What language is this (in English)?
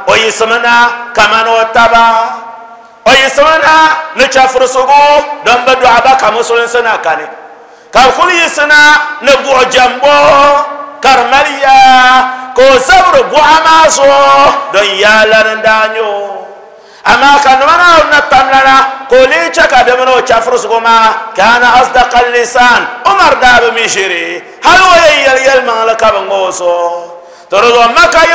Dagbani